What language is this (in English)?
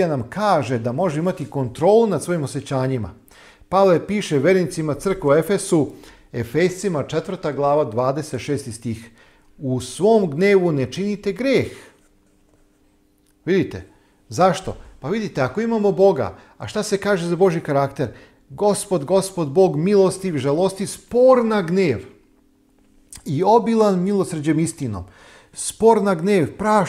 Serbian